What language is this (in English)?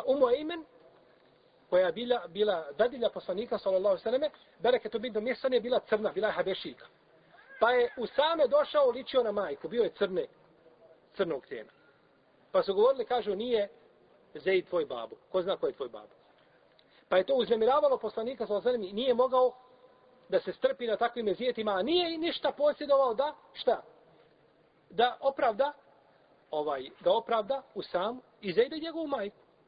Bosnian